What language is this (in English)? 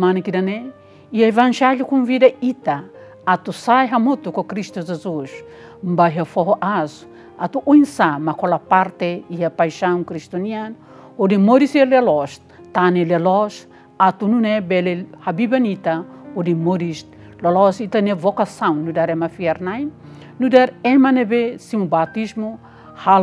Tetum